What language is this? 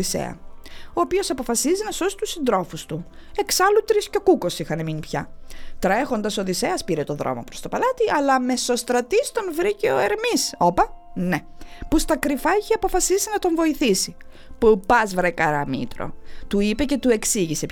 Greek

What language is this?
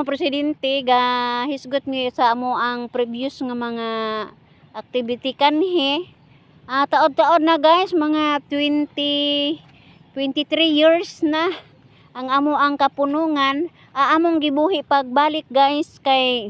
Cebuano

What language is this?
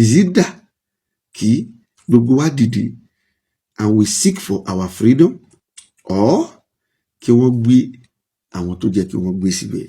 Yoruba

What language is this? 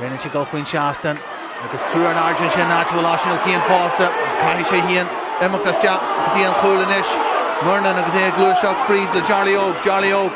Irish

